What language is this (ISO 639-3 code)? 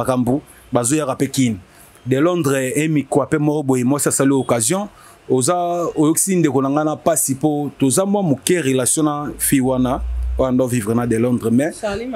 lin